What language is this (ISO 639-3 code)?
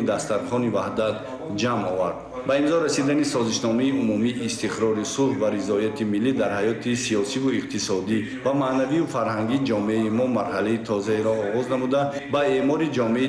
tgk